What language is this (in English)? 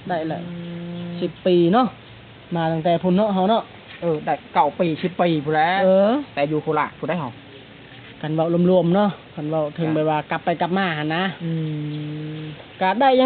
Lao